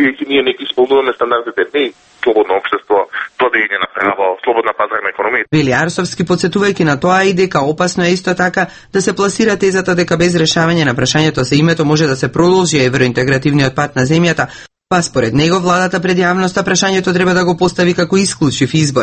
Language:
Macedonian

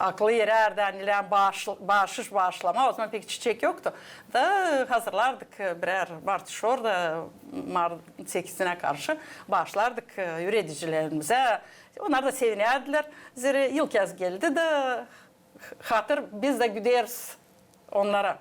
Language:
Gagauz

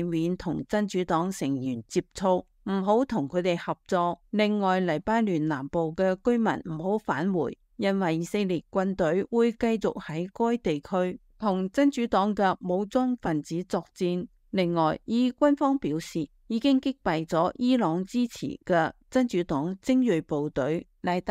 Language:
Cantonese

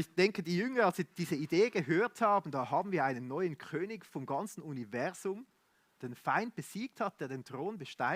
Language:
Swiss German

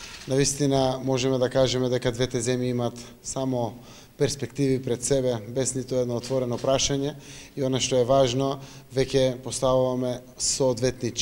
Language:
Macedonian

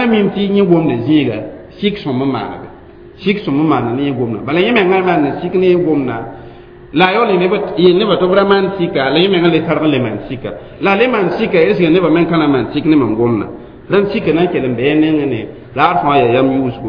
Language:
Mossi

